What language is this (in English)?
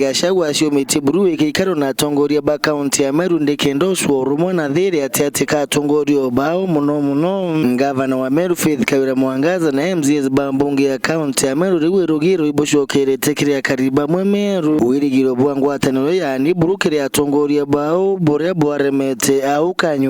Meru